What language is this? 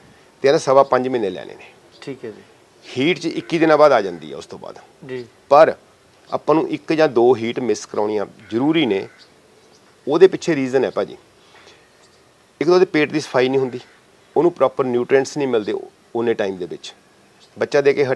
Punjabi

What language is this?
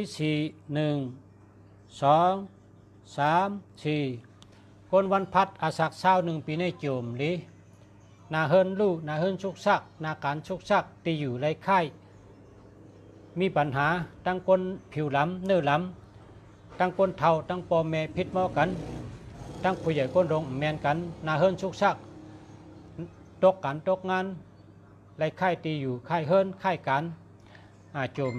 Shan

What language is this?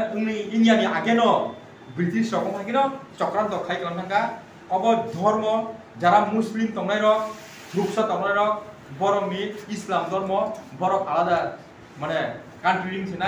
Kok Borok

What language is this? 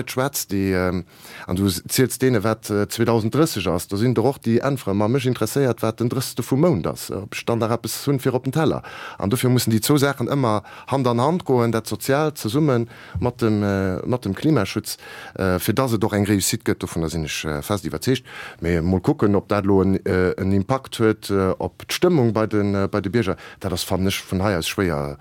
Luxembourgish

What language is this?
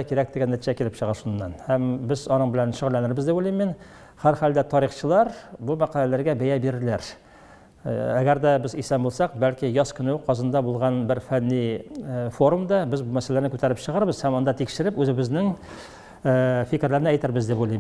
Tatar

